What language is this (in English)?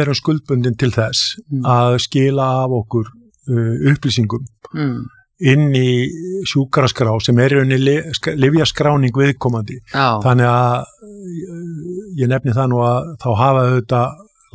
Icelandic